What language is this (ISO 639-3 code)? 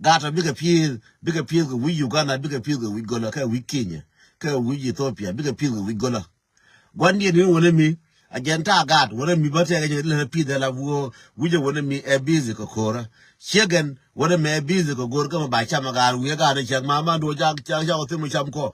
nus